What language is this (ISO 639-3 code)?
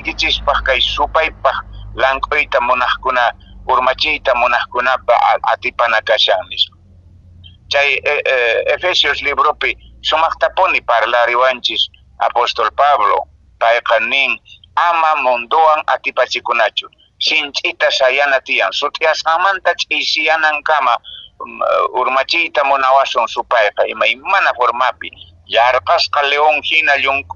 que